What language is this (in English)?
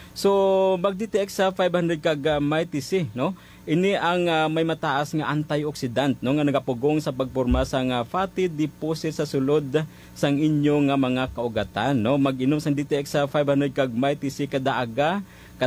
Hiligaynon